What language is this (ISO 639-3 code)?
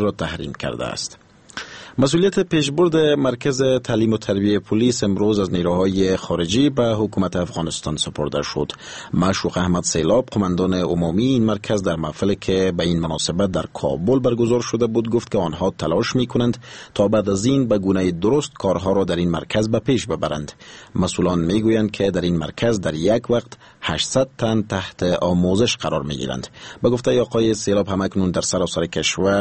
fas